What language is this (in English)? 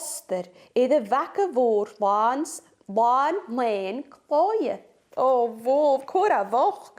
Scottish Gaelic